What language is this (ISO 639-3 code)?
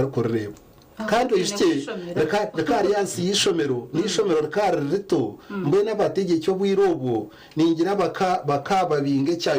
nyn